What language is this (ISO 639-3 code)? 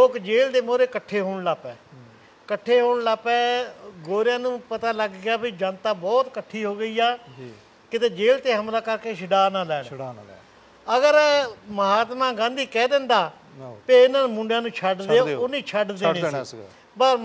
pan